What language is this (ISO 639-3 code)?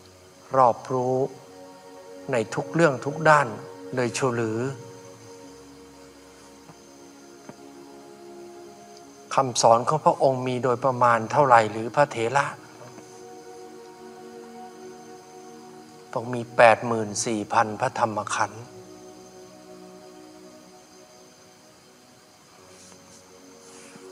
tha